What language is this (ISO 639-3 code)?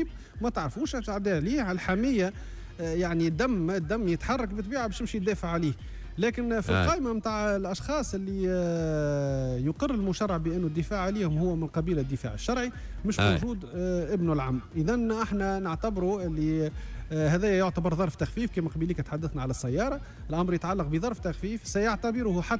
aeb